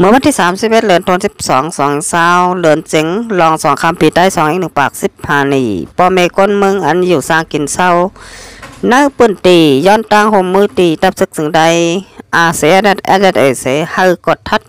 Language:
Shan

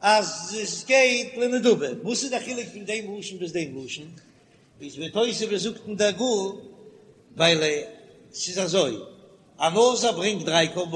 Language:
Yiddish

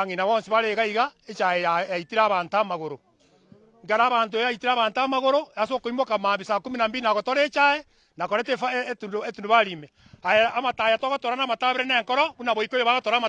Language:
Gusii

